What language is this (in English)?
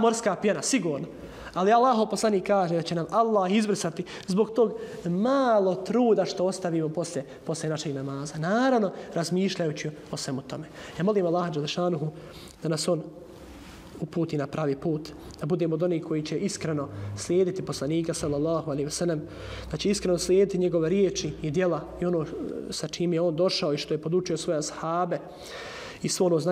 Bosnian